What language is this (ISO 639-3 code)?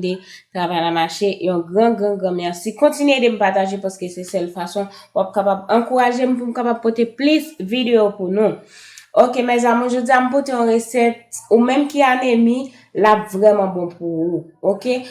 hat